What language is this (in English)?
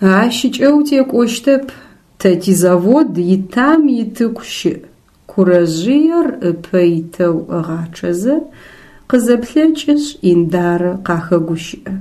Adyghe